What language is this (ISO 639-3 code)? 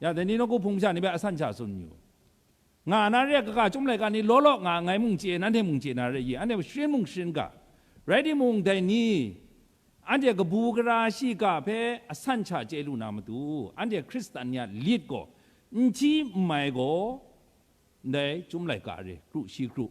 kac